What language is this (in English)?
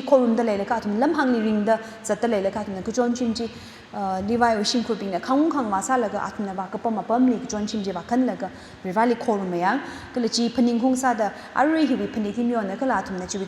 Tangkhul Naga (India)